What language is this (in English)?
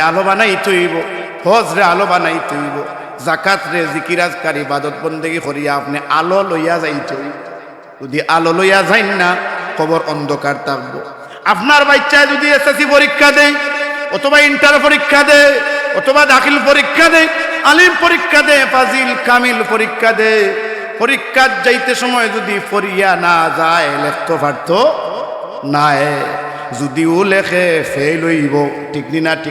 Sylheti